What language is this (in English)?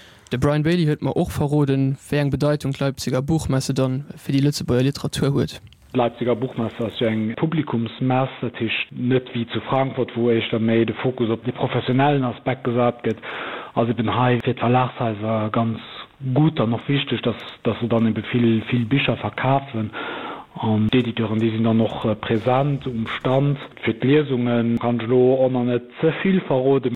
Luxembourgish